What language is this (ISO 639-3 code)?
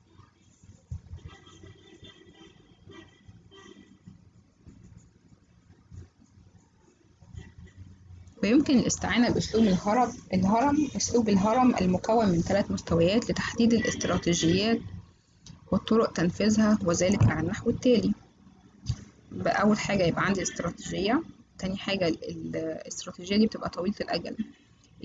arz